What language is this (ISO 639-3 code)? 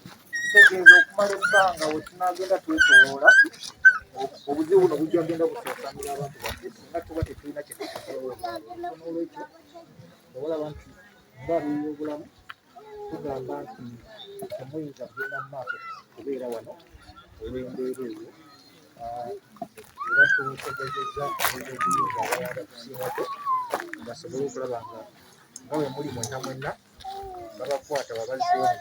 lug